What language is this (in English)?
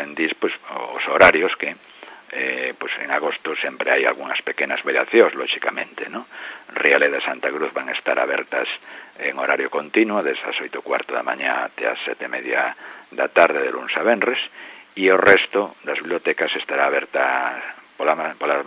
Galician